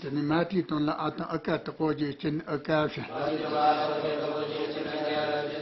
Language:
Tibetan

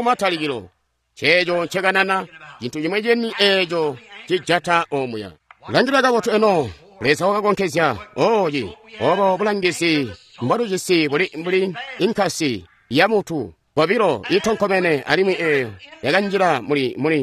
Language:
Tonga (Zambia)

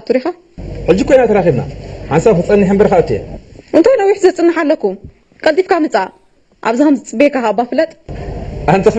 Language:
Tigrinya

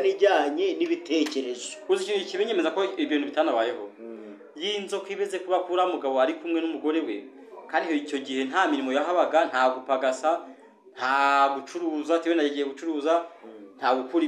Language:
Kinyarwanda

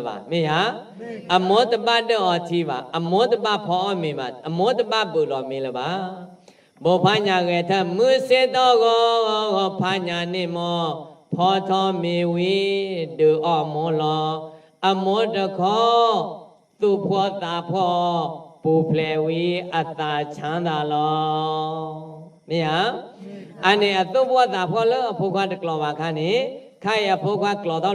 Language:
S'gaw Karen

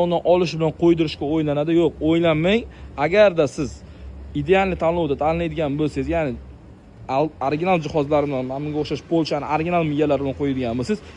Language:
Uzbek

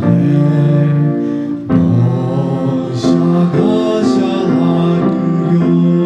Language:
Lahu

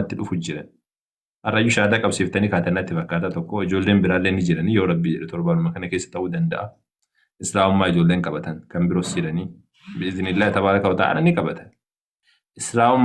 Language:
Oromo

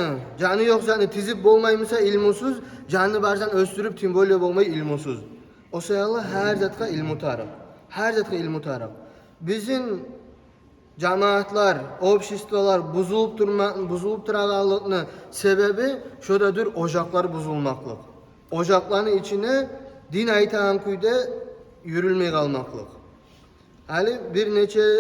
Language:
Kumyk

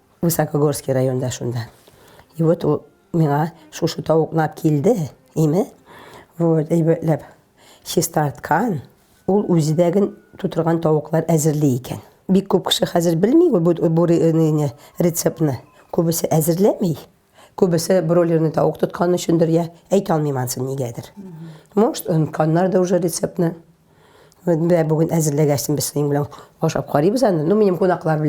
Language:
Tatar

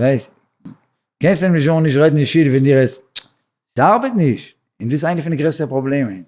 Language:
Yiddish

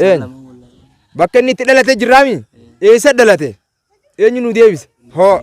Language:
Oromo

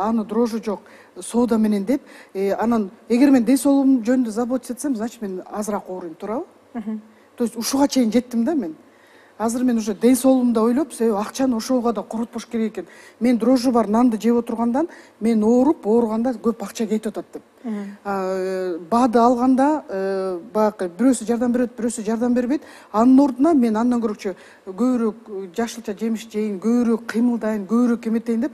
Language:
Kyrgyz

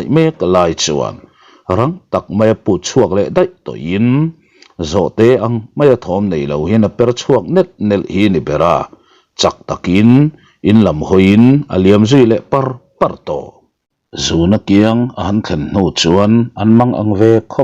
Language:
Mizo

